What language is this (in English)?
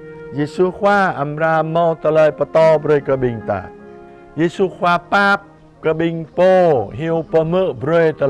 Jarai